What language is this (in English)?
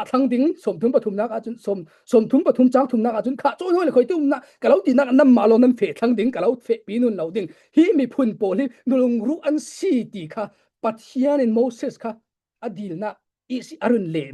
Falam Chin